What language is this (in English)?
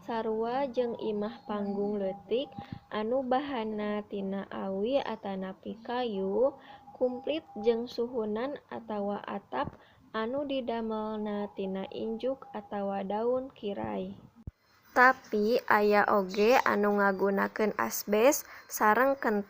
Sundanese